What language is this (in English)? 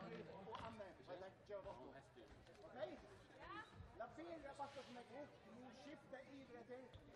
Faroese